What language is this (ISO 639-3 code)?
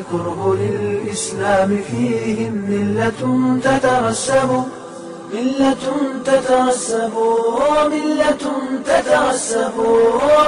som